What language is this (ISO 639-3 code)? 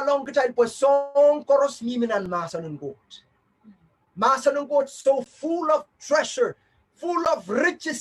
pon